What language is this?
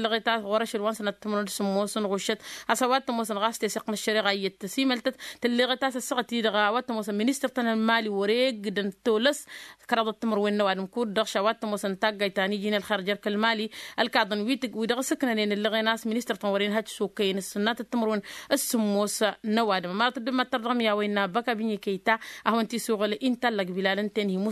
Tamasheq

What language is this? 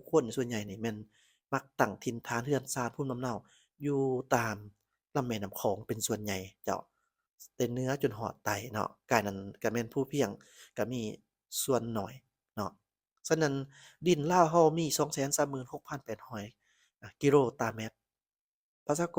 Lao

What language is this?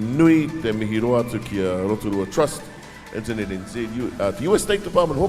Māori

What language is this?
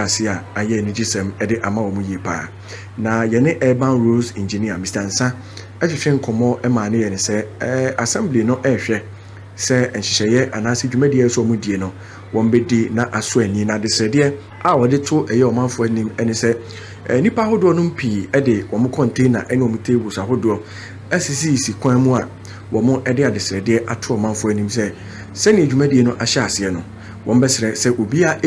Akan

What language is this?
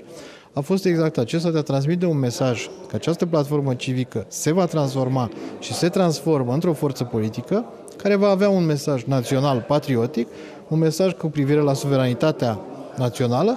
Romanian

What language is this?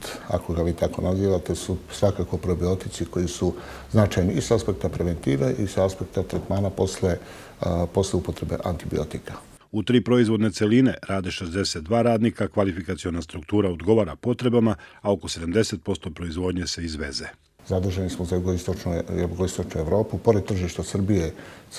Serbian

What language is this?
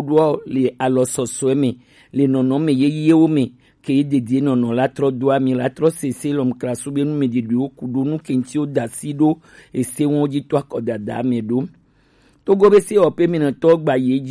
Gen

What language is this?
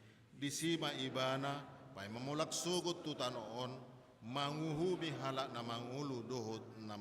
Batak Toba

